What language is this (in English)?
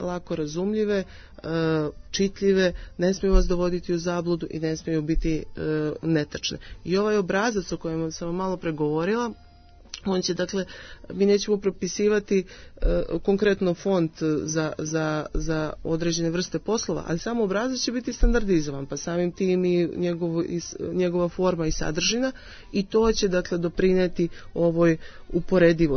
Serbian